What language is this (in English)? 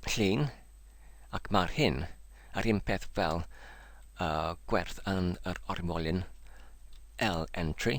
Welsh